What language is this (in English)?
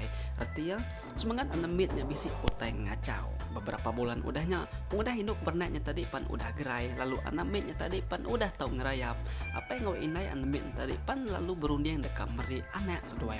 Iban